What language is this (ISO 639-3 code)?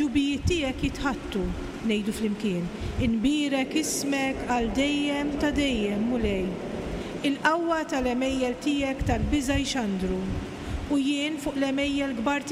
mlt